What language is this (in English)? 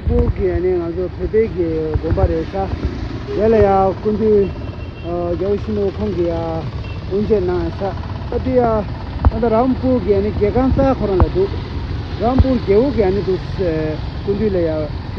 Tibetan